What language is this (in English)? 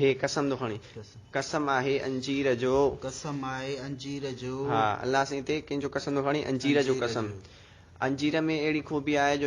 Sindhi